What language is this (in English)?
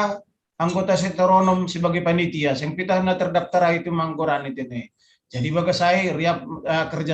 Batak Simalungun